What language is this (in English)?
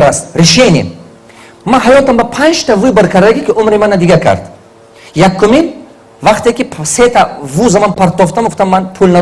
Tajik